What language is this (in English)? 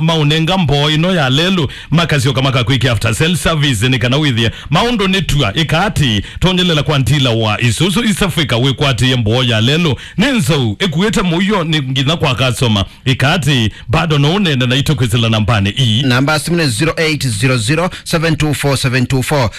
Kamba